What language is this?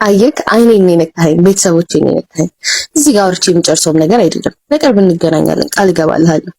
Amharic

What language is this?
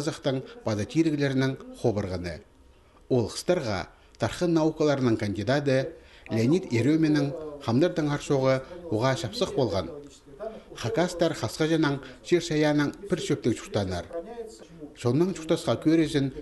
Khakas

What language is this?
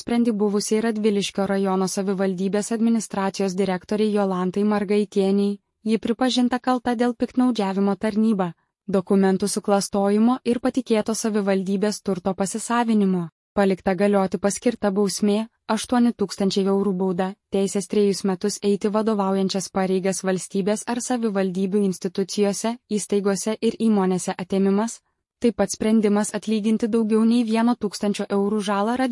Lithuanian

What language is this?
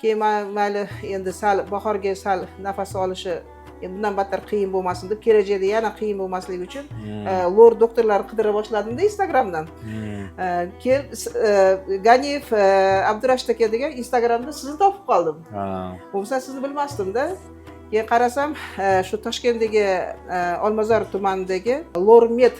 Uzbek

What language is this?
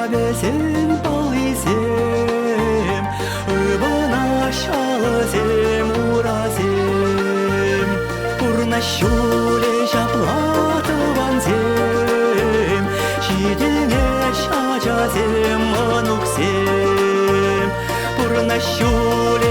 Chuvash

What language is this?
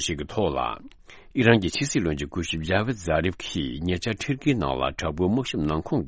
Tibetan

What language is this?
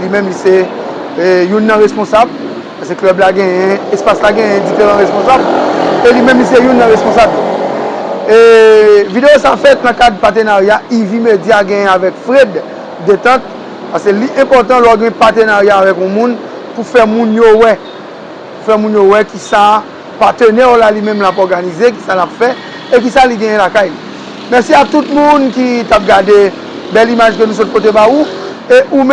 Haitian Creole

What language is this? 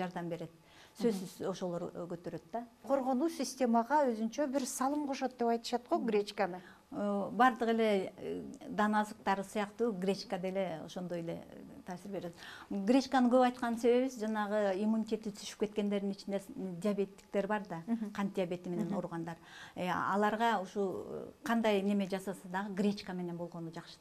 Kyrgyz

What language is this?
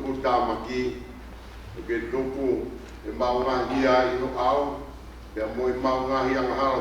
Tongan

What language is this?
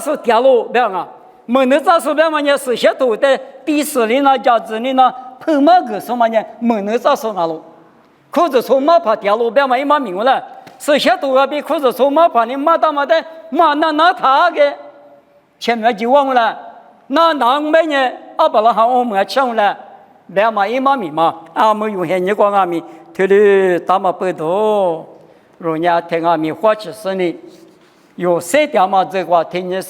Lisu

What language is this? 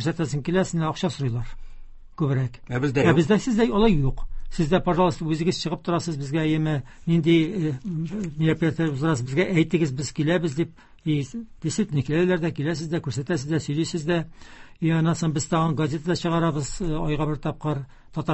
Tatar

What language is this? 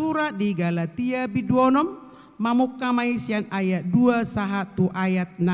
Batak Toba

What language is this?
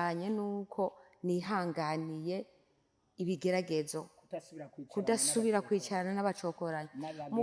Rundi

